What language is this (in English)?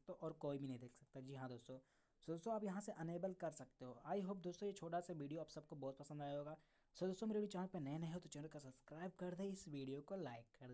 Hindi